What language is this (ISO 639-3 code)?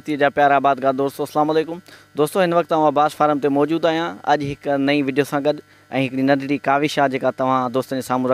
snd